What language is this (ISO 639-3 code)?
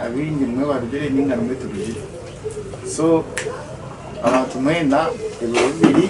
nyn